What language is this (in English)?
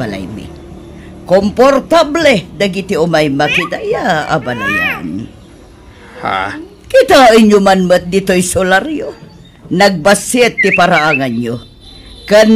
Iloko